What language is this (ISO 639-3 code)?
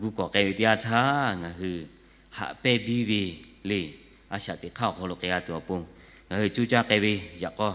lhu